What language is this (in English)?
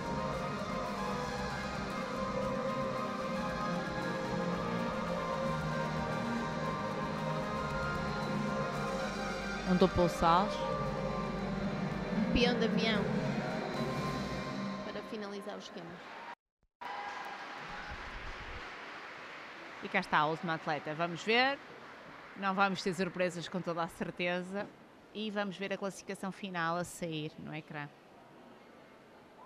Portuguese